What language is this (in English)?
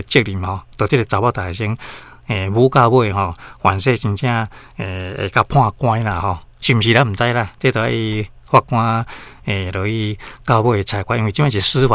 Min Nan Chinese